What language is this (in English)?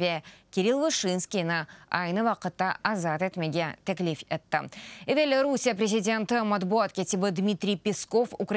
Crimean Tatar